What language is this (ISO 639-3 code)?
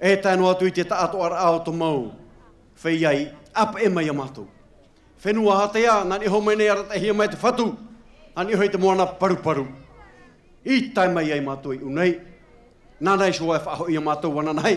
tah